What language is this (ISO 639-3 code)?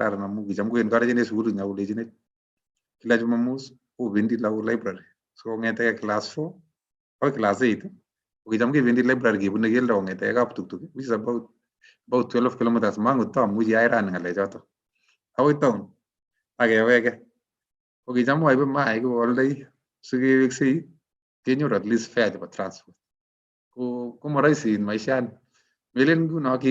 kln